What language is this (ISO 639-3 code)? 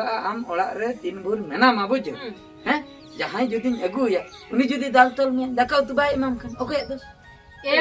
sat